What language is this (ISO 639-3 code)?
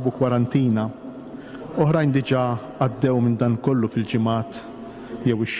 mlt